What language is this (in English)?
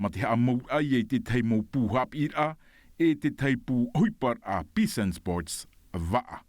Tahitian